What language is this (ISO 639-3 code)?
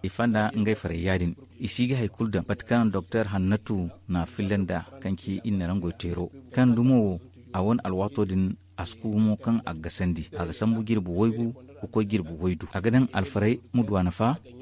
dje